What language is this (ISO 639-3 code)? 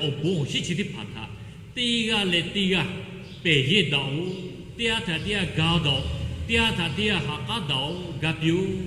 lhu